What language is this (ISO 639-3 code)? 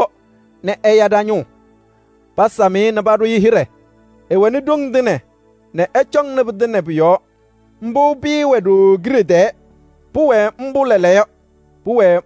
kbp